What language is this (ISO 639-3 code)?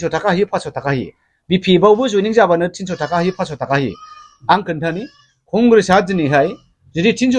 brx